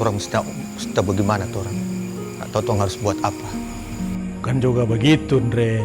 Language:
Manado Malay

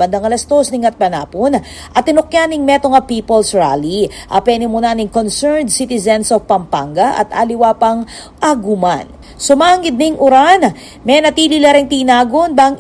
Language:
Pampanga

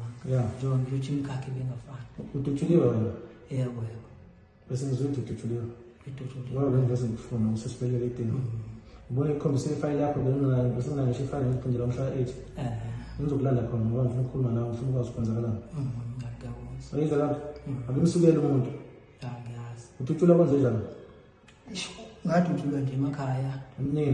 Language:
Zulu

